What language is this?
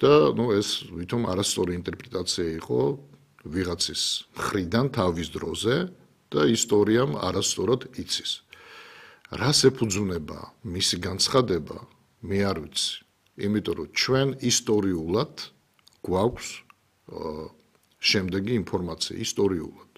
Georgian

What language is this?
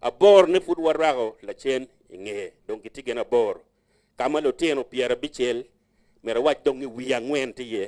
Acoli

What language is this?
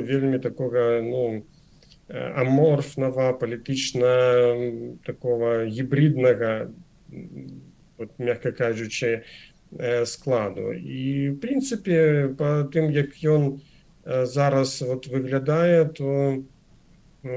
Belarusian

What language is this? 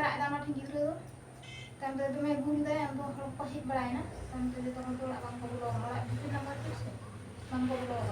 Santali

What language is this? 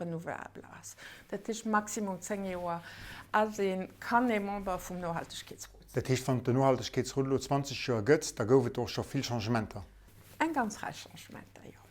Luxembourgish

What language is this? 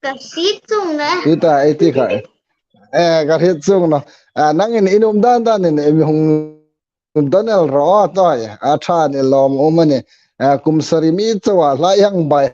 Hmar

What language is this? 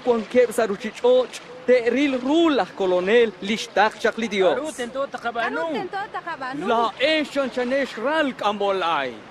Kekchí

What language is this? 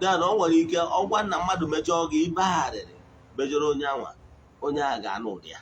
Igbo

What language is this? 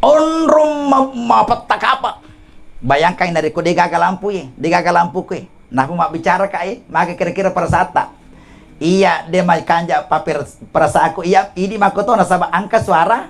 Buginese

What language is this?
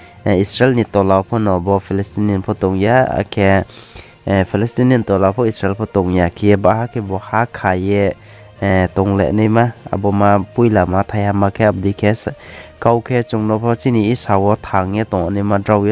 Riang (India)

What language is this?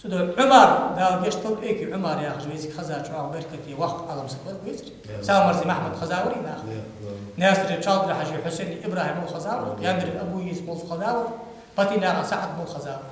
Ingush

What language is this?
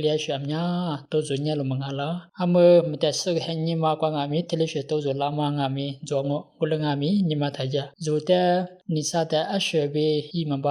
Lisu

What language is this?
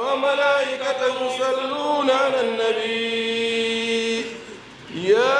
Fula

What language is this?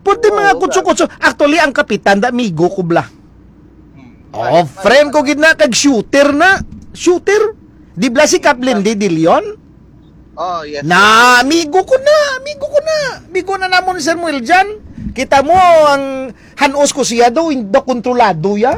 Hiligaynon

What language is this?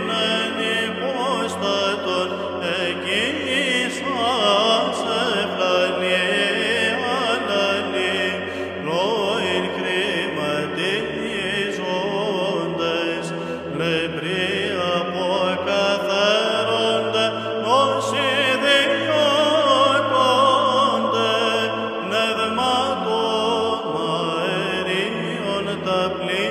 Greek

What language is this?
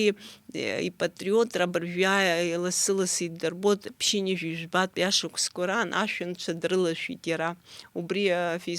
Abkhazian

